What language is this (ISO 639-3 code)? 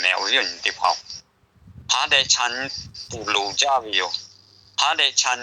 lhu